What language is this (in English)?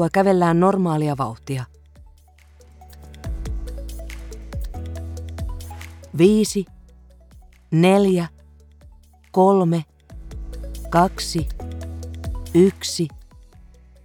Finnish